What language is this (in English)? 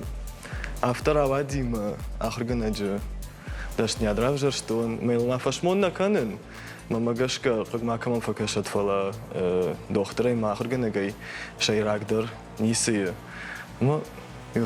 Ossetic